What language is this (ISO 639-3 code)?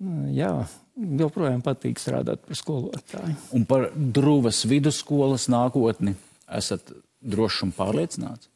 lav